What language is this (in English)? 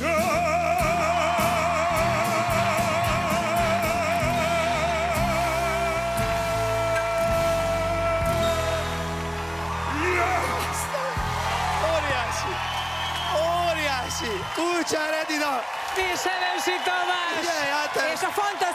Hungarian